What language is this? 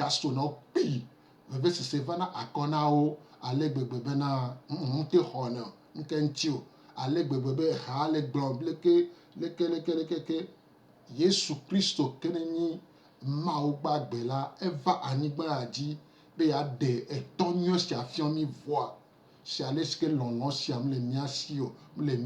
Gen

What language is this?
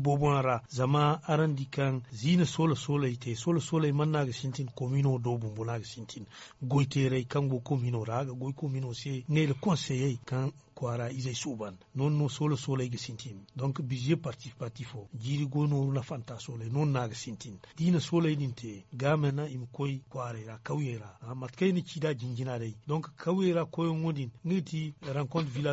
Zarma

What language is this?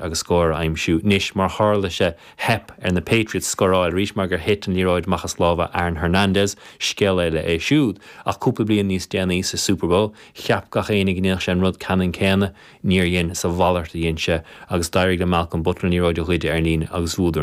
Irish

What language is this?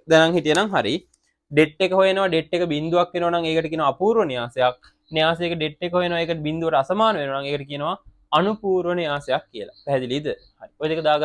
Sinhala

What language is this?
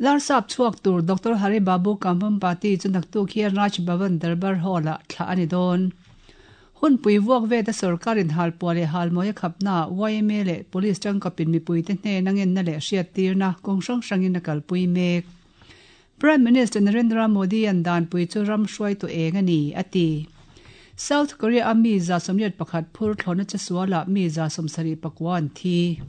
Mizo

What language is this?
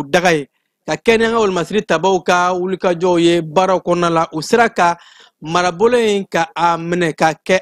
Bambara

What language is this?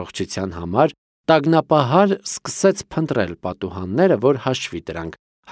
Armenian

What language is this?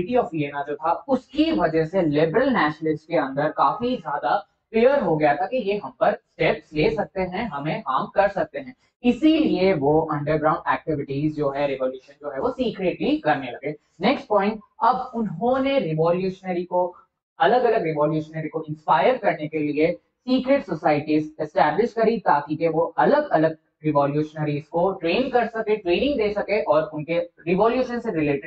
Hindi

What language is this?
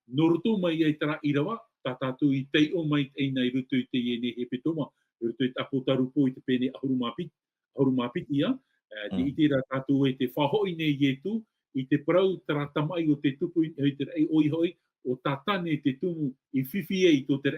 Tahitian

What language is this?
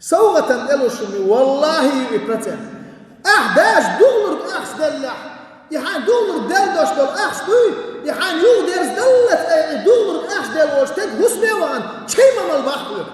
Chechen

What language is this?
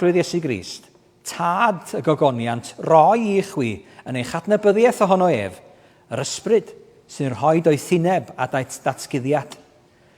Welsh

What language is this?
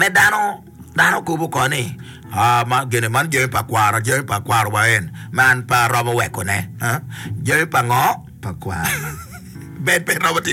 Acoli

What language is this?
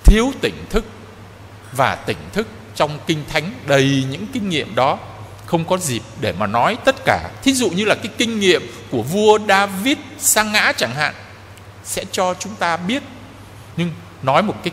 Vietnamese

